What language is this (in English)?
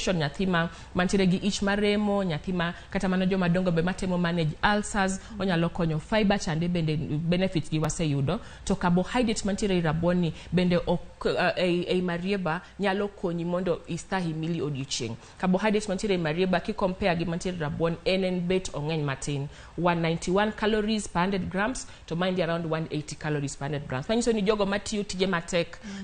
Luo (Kenya and Tanzania)